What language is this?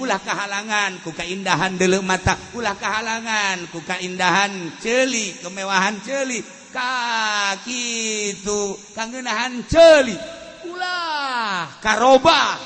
Sundanese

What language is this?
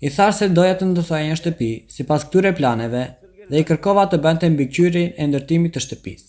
Albanian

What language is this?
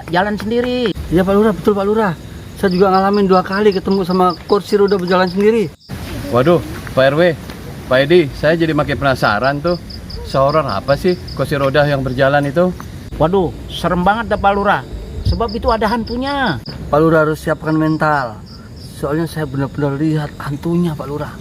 Betawi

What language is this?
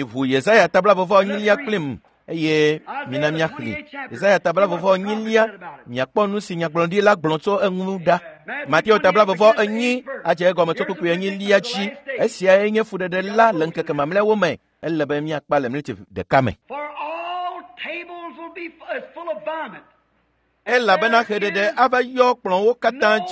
Ewe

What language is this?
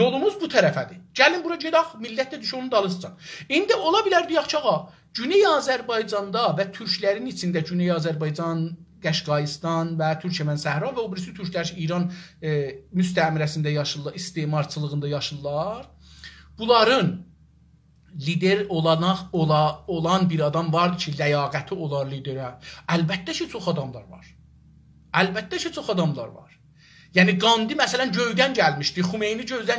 South Azerbaijani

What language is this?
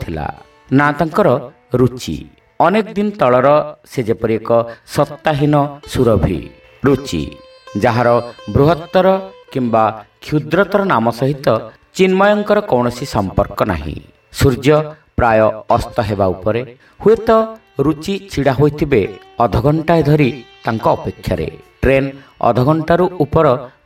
Odia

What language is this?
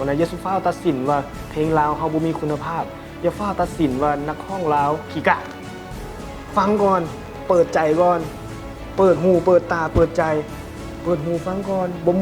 Lao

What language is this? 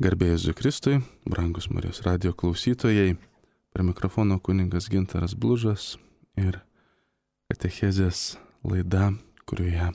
Lithuanian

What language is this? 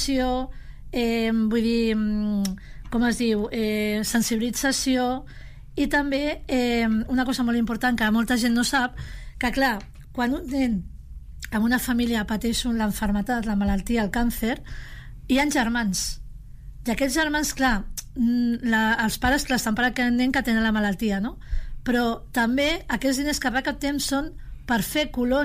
Catalan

